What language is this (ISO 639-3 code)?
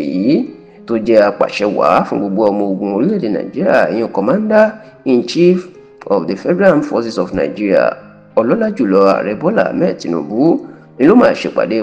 yor